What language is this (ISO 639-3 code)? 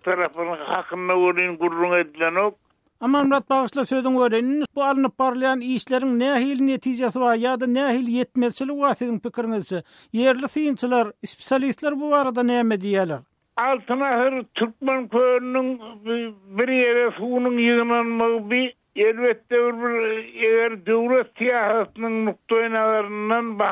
tuk